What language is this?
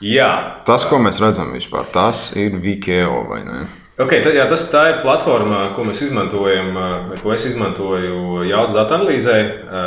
Latvian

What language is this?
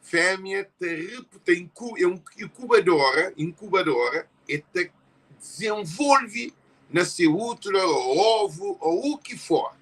Kabuverdianu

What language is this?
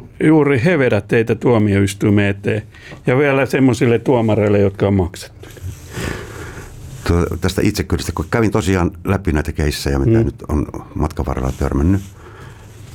Finnish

